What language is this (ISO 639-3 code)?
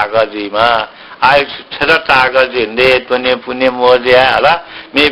new